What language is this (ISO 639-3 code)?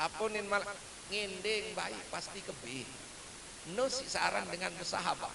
sas